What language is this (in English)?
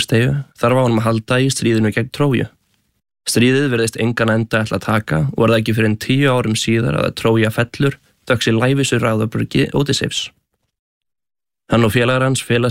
Icelandic